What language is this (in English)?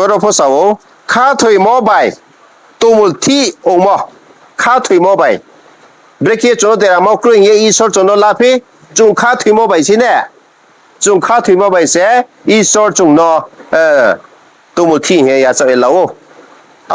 Riang (India)